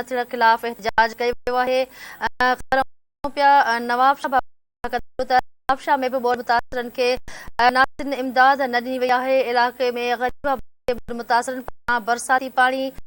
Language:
Sindhi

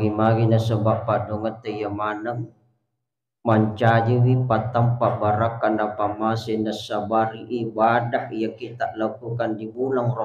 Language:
Buginese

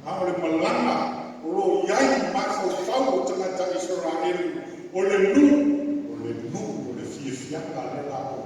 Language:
Samoan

